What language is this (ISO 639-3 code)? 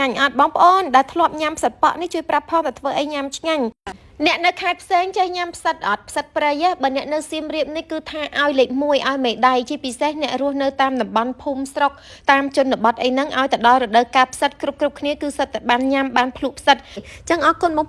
khm